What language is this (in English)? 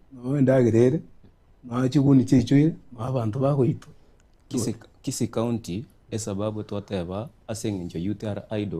Gusii